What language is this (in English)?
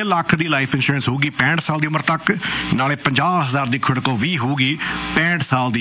Punjabi